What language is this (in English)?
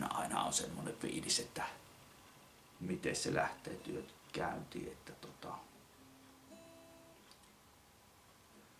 Finnish